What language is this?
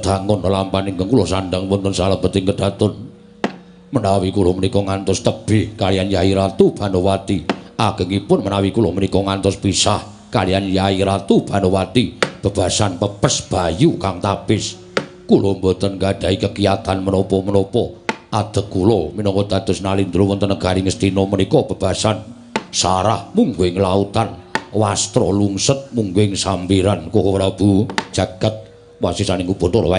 Javanese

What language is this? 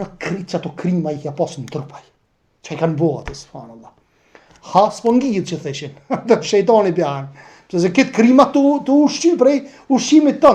Albanian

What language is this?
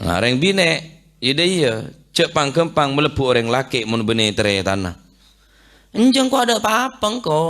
Madurese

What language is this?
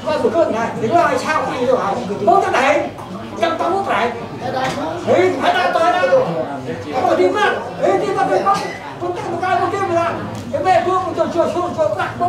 Central Mnong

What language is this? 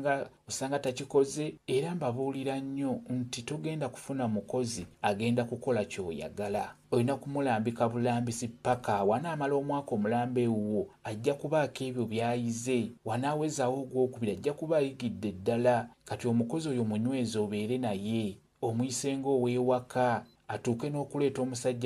Ganda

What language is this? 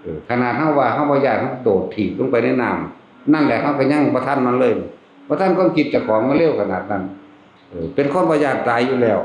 Northeastern Thai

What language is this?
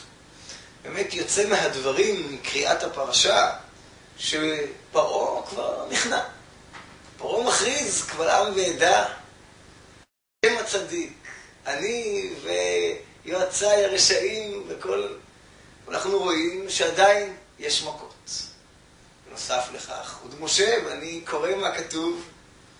Hebrew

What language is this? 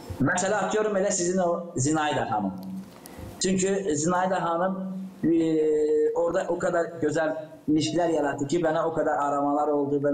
Gagauz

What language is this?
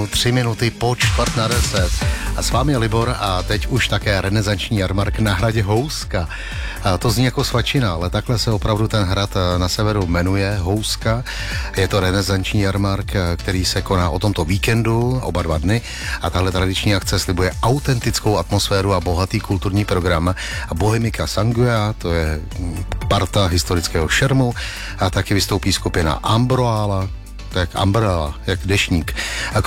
Czech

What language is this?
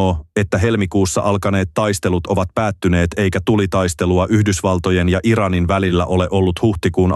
Finnish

